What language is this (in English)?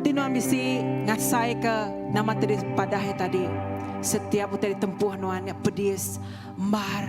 Iban